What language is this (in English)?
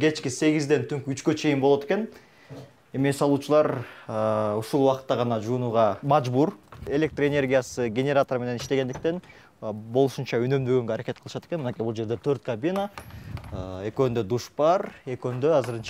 Kyrgyz